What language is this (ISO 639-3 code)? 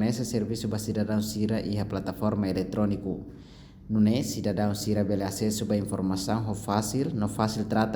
tet